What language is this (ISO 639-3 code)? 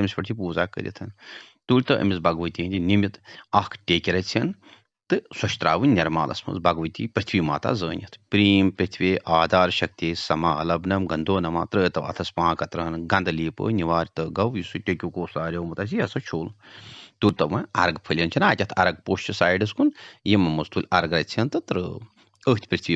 kas